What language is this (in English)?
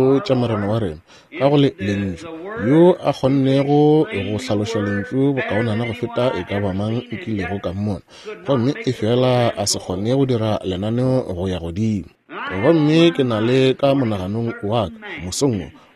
Northern Sotho